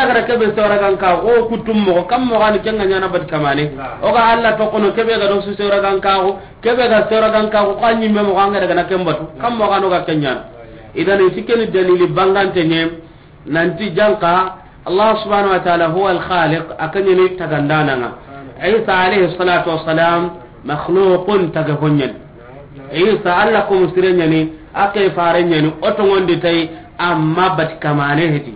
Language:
Soninke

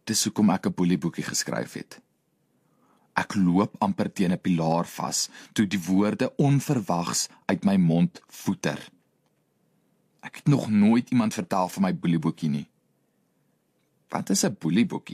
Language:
Afrikaans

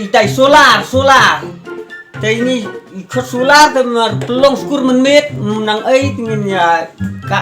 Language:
Khasi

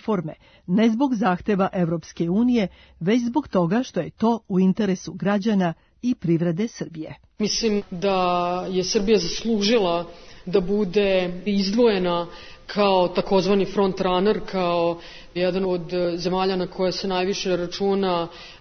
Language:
Serbian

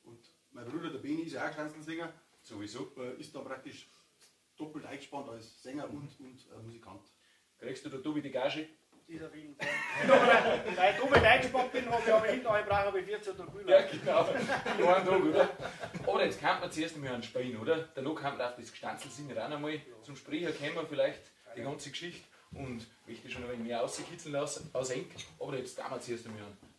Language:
Bavarian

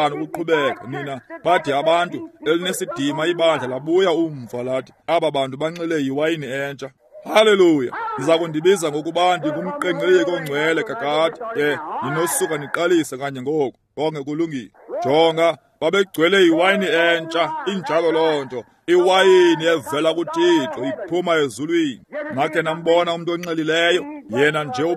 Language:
Xhosa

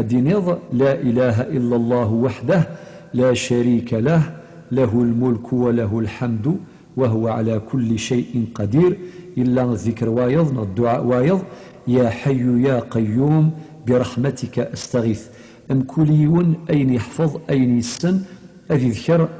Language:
Kabyle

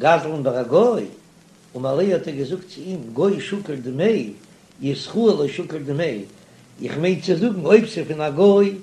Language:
Yiddish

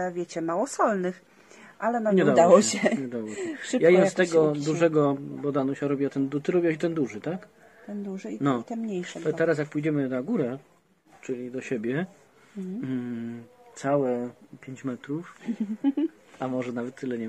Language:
Polish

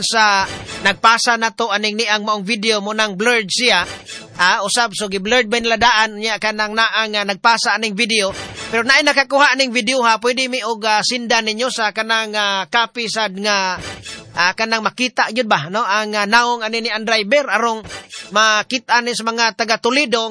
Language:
Cebuano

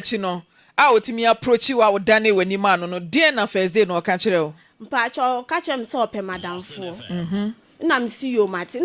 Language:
Akan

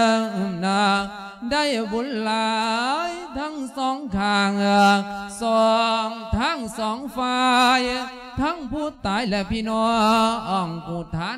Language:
Lao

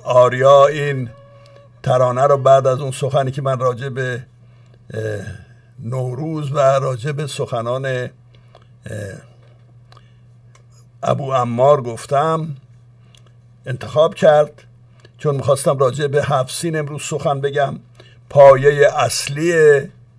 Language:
Persian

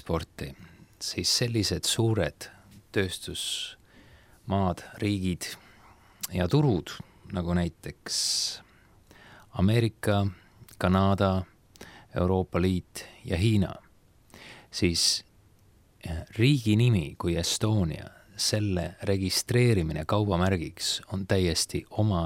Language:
Estonian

